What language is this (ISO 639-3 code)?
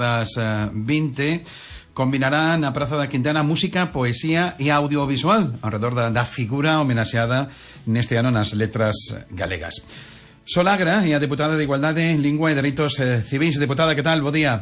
glg